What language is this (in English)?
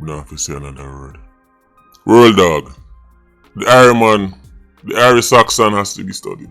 Jamaican Creole English